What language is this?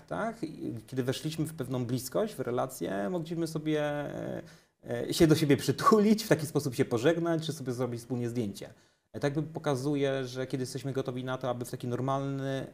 Polish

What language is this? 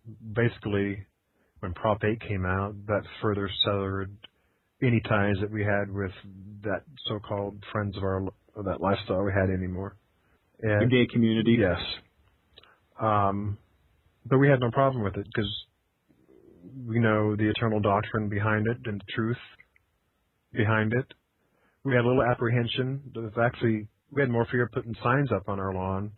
English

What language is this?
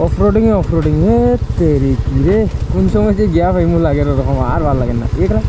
Sylheti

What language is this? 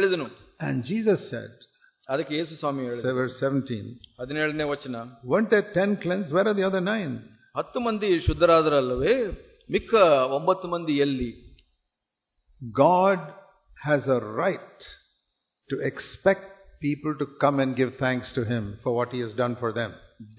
Kannada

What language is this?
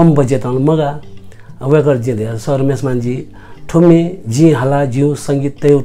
Newari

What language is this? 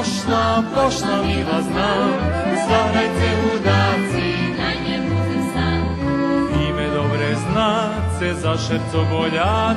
Rusyn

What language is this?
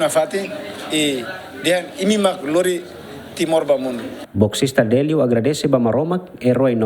Tetum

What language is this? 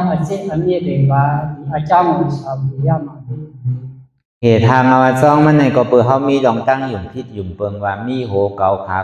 Shan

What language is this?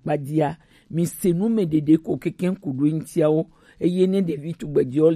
Gen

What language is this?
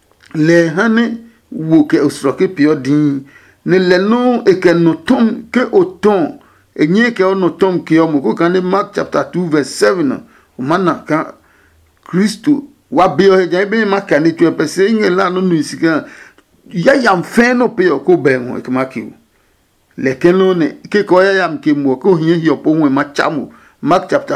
Adangme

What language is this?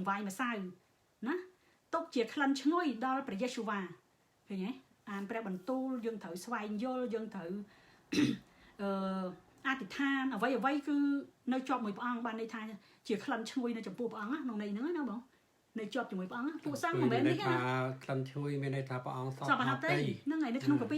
Khmer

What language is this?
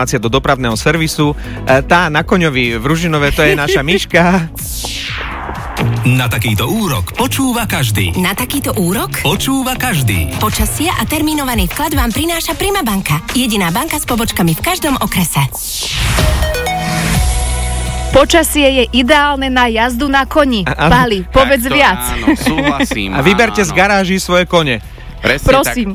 Slovak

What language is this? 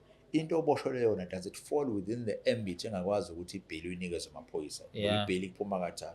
Zulu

